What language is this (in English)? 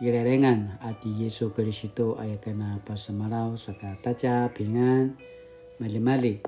Paiwan